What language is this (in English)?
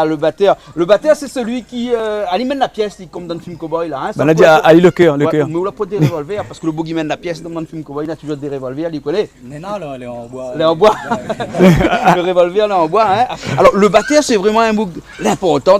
Réunion Creole French